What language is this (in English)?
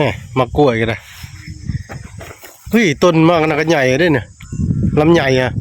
Lao